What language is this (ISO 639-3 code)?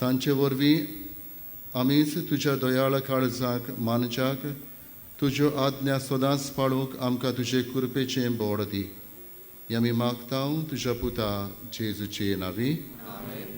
kok